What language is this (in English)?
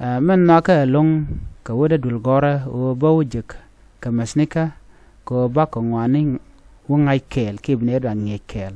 Nuer